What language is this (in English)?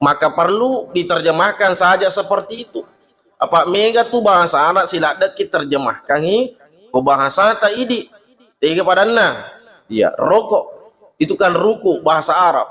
Buginese